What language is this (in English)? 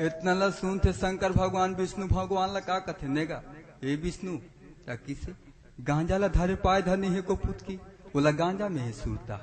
Chhattisgarhi